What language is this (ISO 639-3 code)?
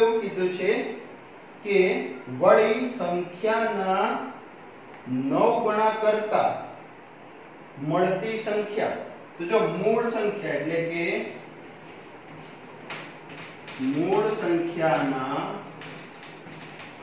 guj